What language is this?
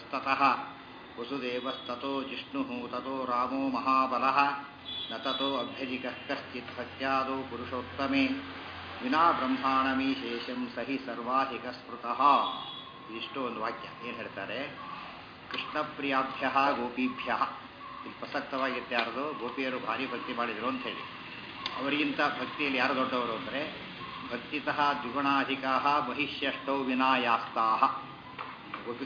Kannada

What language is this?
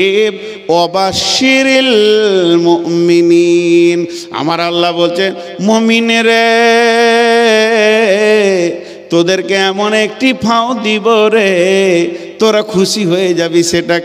Bangla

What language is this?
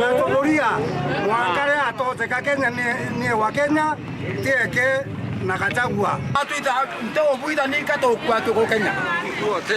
Meru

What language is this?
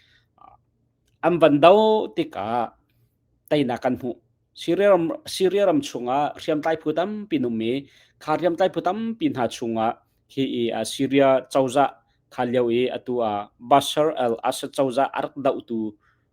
Hakha Chin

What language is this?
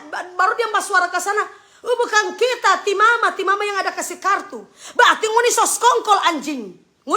Manado Malay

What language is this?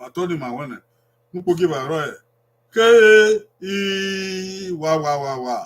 Bini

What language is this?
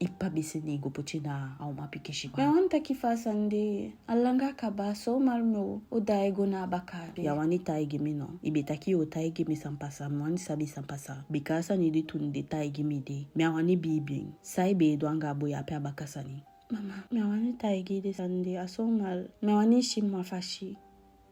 Eastern Maroon Creole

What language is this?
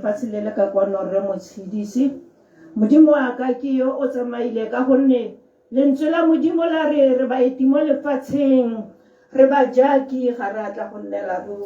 Tswana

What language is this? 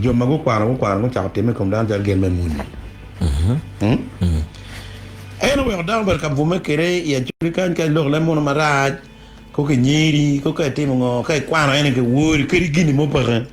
Acoli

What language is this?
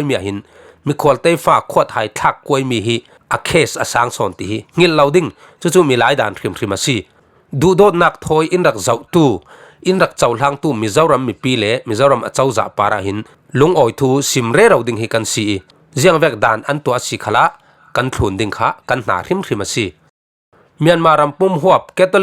Falam Chin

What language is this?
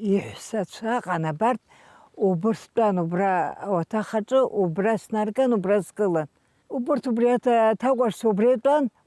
Abkhazian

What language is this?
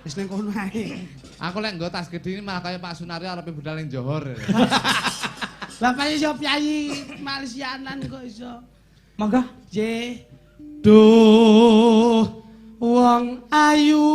Javanese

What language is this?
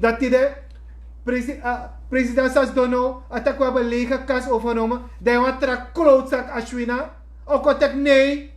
Sranan Tongo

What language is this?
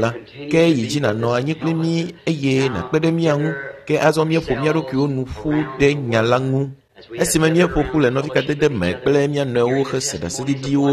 Ewe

